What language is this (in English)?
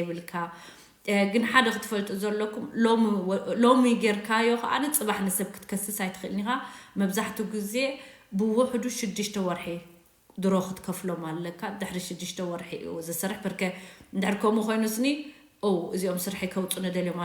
Tigrinya